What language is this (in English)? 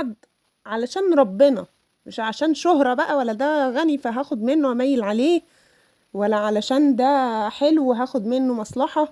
Egyptian Arabic